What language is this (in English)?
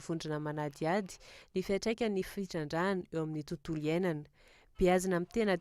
Malagasy